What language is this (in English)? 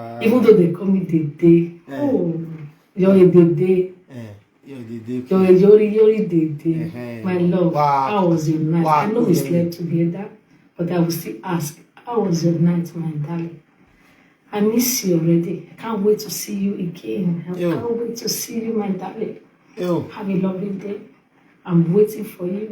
Nigerian Pidgin